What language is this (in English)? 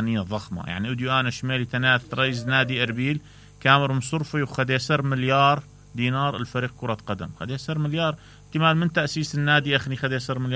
Mesopotamian Arabic